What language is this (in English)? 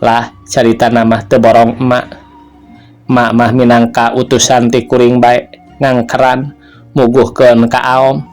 Sundanese